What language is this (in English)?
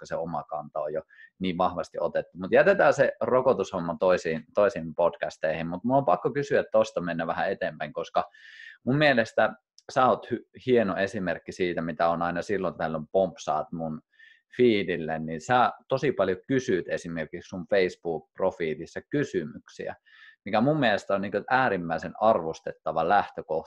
Finnish